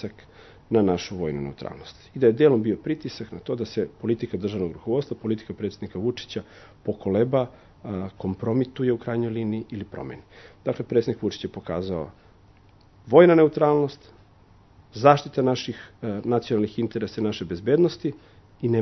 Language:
Serbian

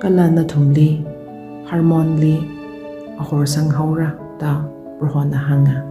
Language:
Tangkhul Naga (India)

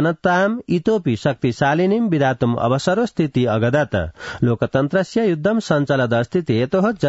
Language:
Sanskrit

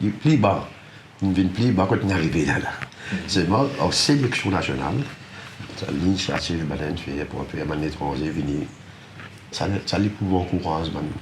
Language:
Morisyen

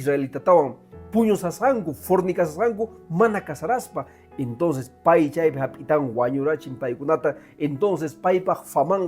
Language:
Quechua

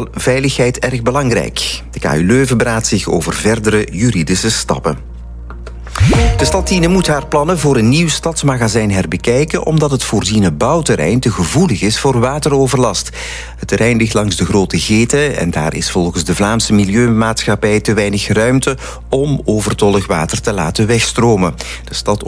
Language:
Dutch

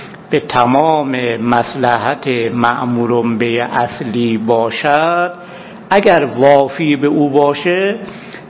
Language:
Persian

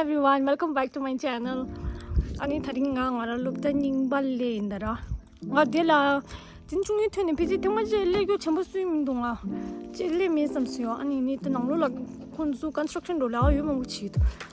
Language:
Tibetan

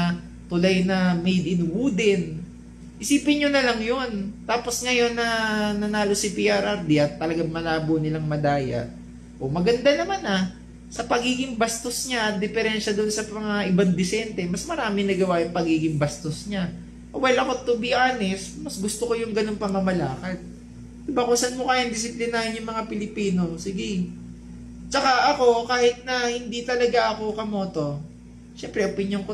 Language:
Filipino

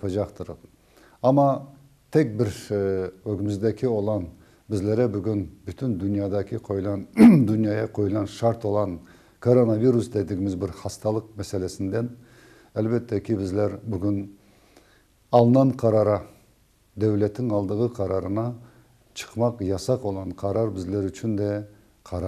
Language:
Crimean Tatar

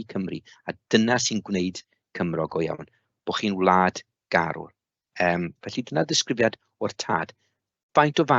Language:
Welsh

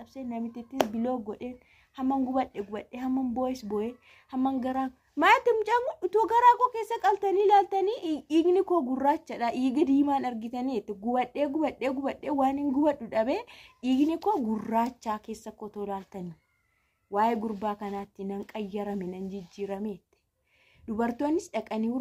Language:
Oromo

